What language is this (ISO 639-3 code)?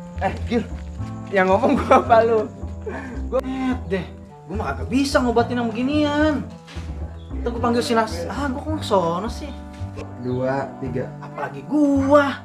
bew